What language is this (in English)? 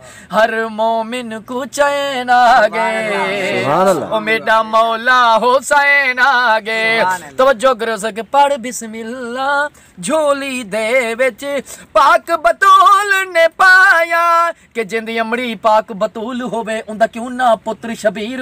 Saraiki